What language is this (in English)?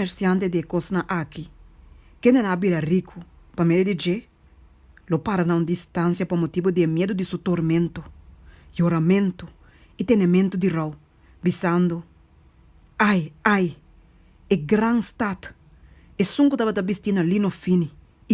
Papiamento